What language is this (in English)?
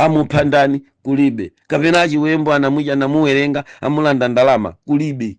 Nyanja